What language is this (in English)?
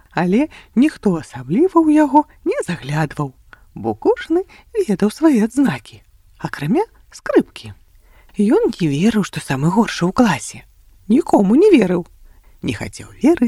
Belarusian